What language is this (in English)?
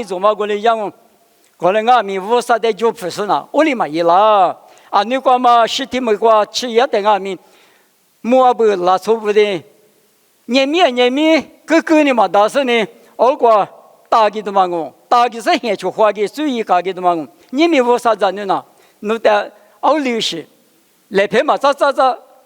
Lisu